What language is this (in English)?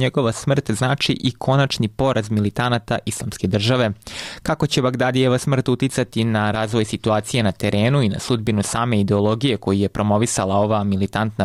Serbian